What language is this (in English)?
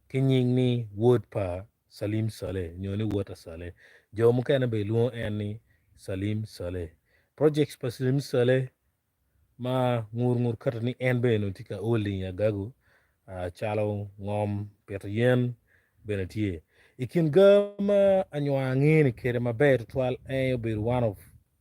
Acoli